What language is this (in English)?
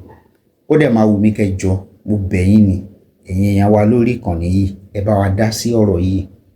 Yoruba